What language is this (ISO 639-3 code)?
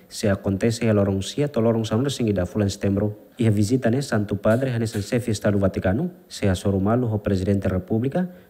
tet